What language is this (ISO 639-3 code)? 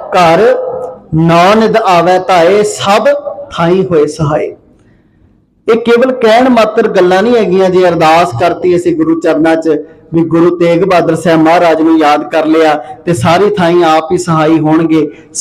pan